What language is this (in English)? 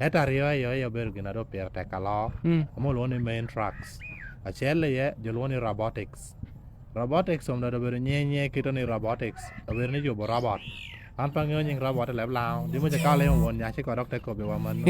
Lango (Uganda)